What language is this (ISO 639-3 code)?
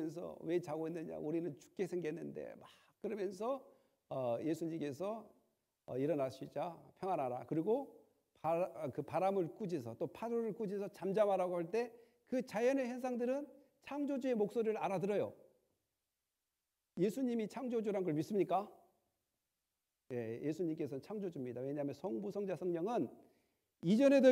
kor